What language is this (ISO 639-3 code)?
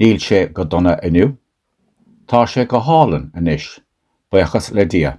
gle